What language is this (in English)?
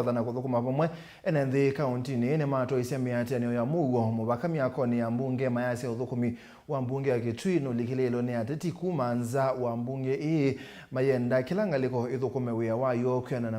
Kamba